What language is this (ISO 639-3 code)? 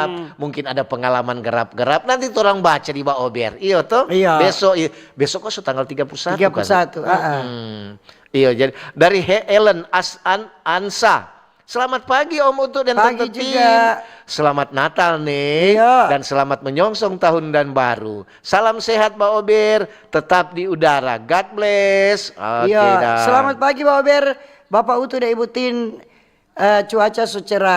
xmm